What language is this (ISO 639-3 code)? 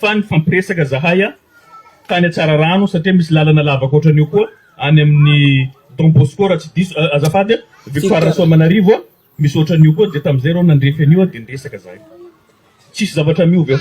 mlg